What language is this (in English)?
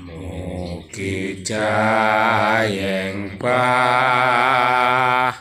Javanese